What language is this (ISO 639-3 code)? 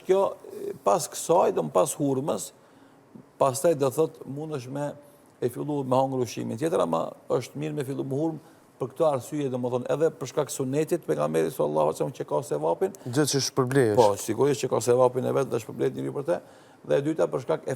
sqi